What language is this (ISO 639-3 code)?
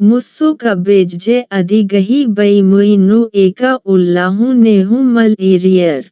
kru